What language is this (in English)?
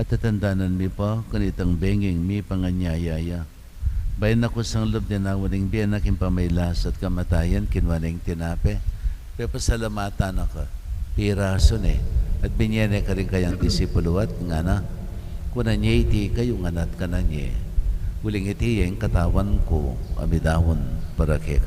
Pampanga